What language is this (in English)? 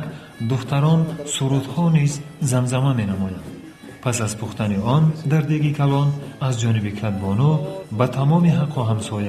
Tajik